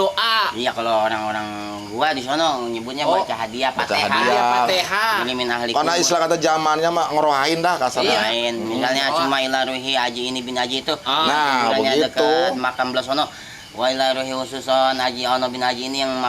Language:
Betawi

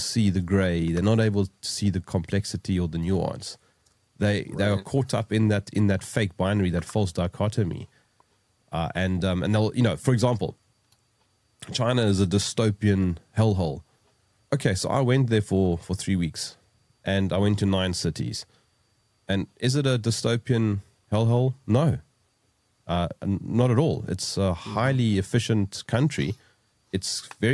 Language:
English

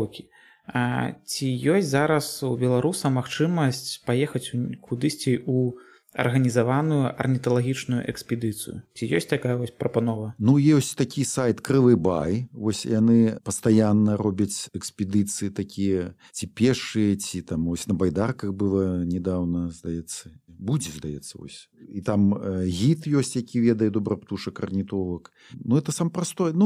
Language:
Belarusian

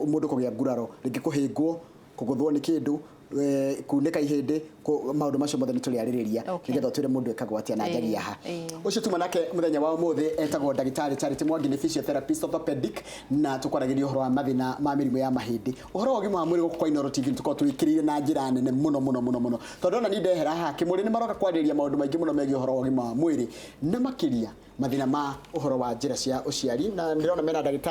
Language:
Kikuyu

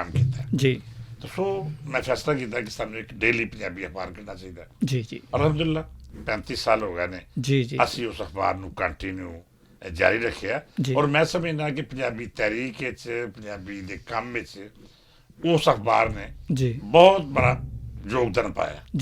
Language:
Western Panjabi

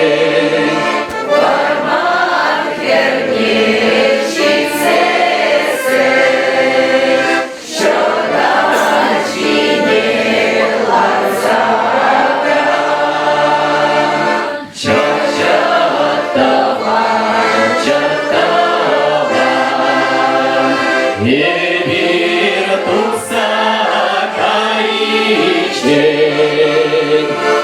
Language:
Chuvash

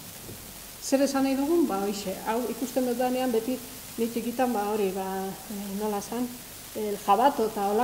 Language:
Basque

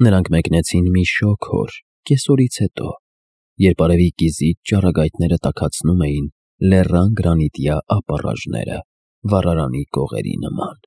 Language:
Armenian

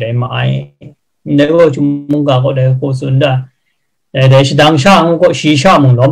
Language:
Kachin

